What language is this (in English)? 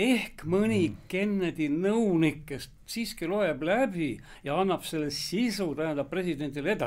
Estonian